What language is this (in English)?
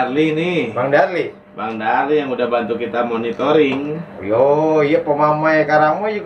Betawi